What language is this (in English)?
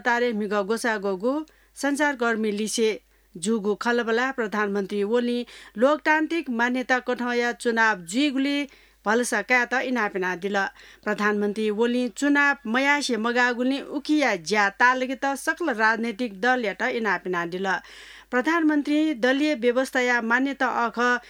Newari